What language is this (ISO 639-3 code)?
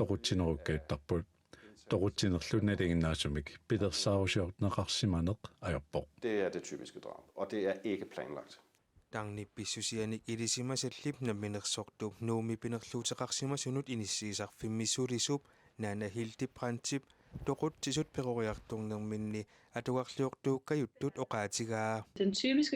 kal